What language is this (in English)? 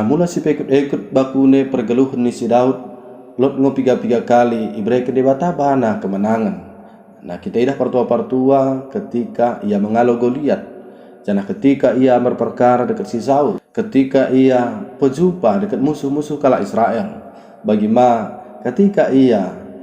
Batak Dairi